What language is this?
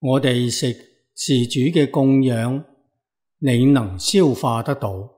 Cantonese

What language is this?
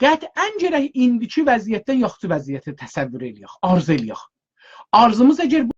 South Azerbaijani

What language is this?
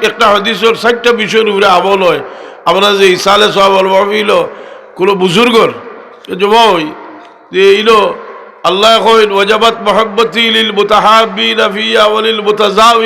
Sylheti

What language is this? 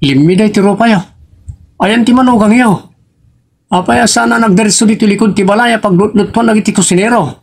Iloko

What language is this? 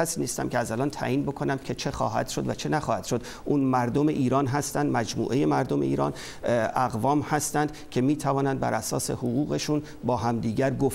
Persian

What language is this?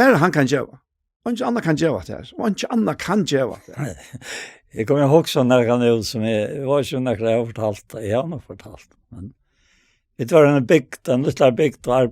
Faroese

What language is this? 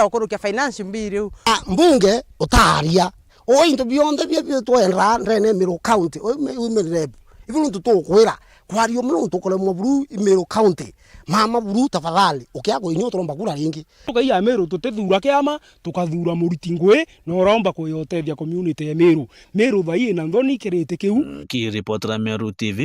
Meru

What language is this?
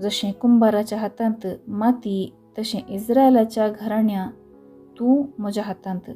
Konkani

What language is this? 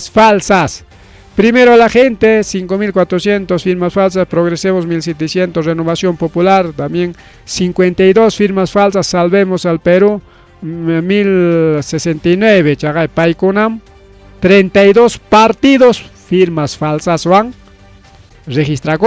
Ayacucho Quechua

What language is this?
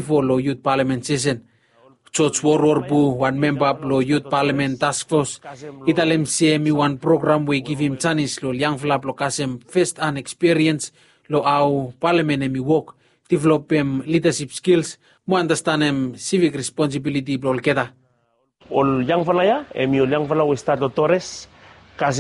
Bislama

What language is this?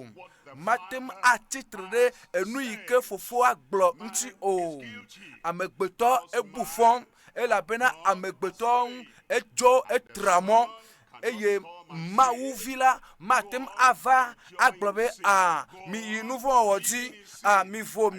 Ewe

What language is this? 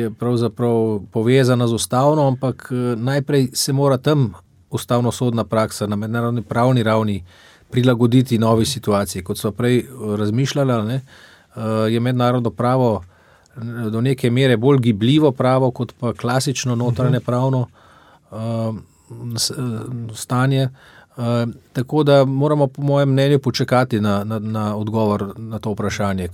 Slovenian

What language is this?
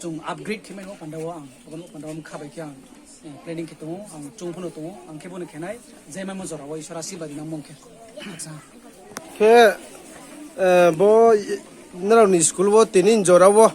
Riang (India)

